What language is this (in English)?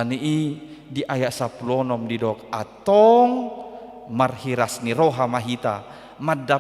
Batak Toba